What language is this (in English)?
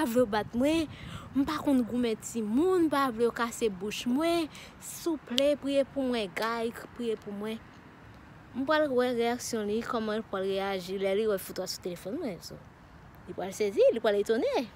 Haitian Creole